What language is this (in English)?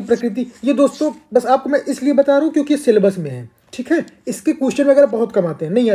Hindi